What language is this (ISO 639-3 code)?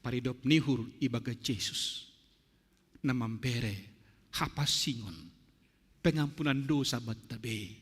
bts